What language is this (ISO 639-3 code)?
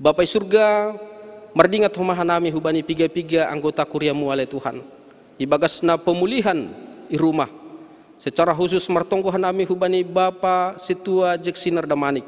bts